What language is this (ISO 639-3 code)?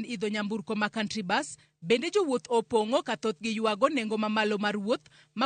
luo